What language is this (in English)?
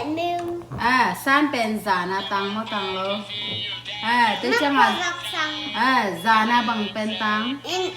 Tedim Chin